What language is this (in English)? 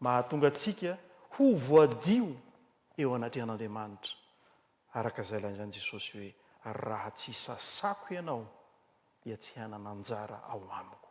Malagasy